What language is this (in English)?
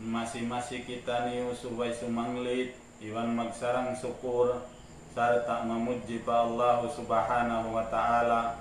Tausug